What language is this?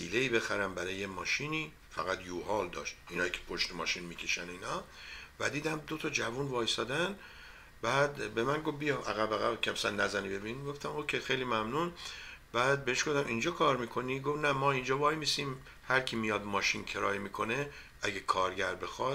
Persian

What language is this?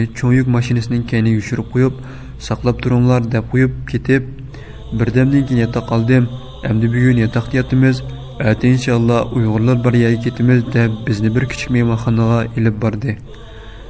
Uyghur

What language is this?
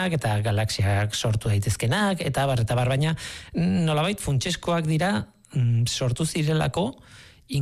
Basque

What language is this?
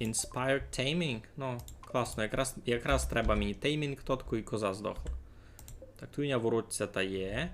Rusyn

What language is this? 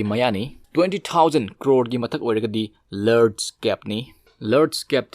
Manipuri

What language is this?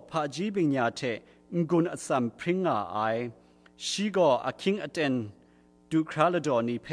Kachin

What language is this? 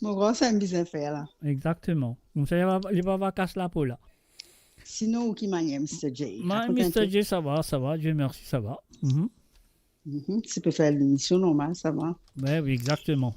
Morisyen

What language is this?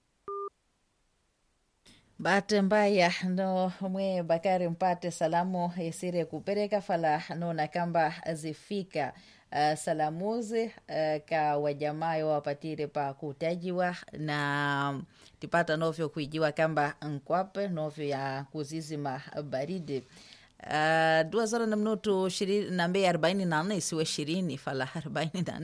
Swahili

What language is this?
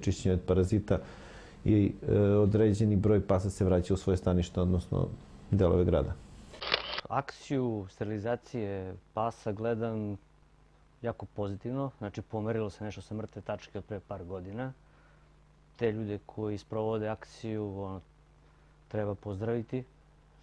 Serbian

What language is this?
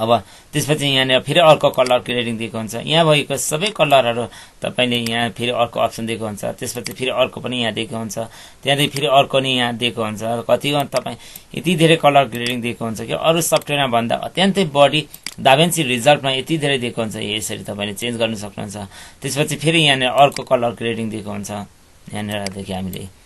Nepali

